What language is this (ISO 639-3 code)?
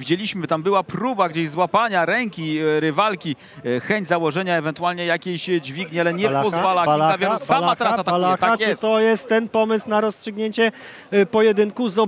pol